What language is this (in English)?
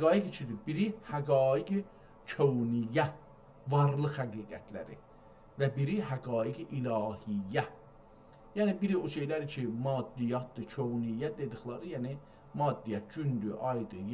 South Azerbaijani